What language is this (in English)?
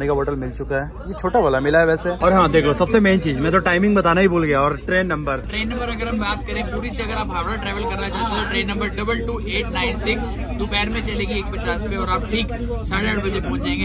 Hindi